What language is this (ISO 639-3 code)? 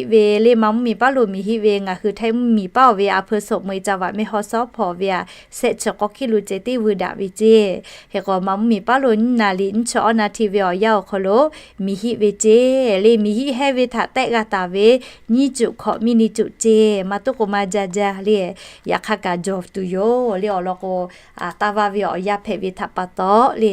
lhu